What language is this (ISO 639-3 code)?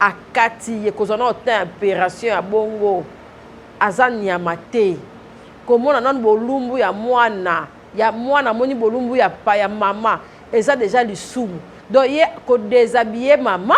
lin